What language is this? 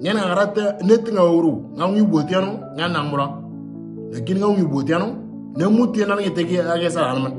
Moro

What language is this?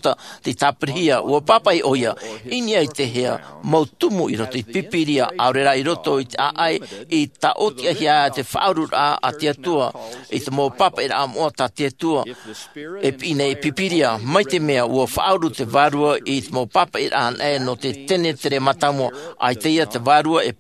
Tahitian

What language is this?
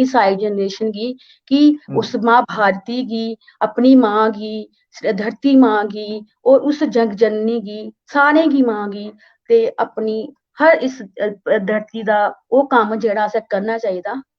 Dogri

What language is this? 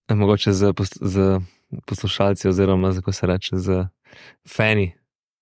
Slovenian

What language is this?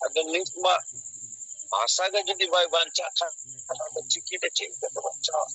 Santali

